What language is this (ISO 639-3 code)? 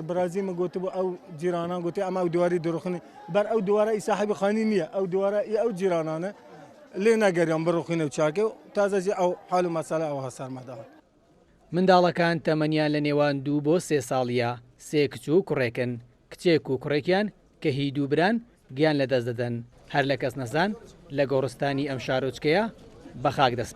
ckb